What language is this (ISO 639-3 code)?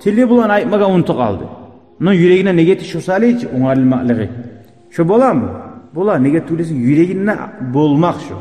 kum